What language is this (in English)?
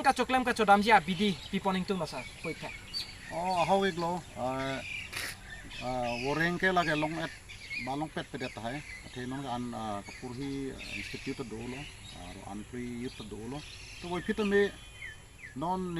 Karbi